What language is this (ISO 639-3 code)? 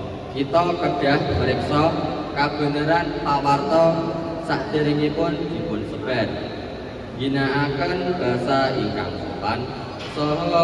jav